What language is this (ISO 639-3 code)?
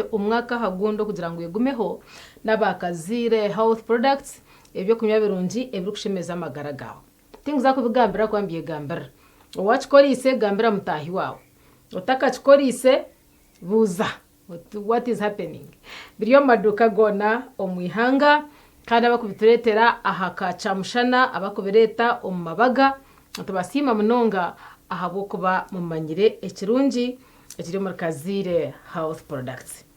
nyn